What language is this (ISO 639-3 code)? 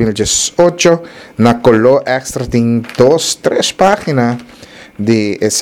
pap